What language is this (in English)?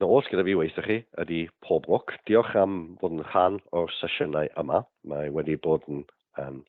Welsh